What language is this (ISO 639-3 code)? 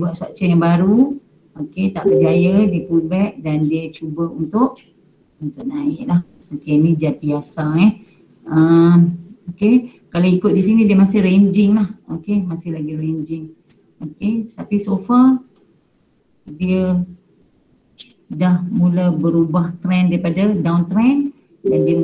msa